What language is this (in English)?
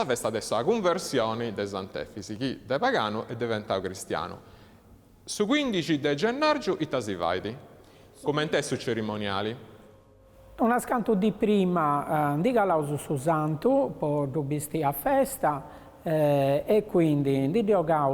Sardinian